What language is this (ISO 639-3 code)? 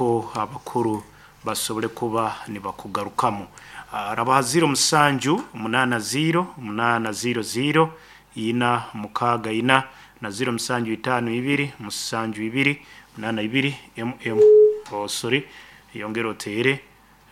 nyo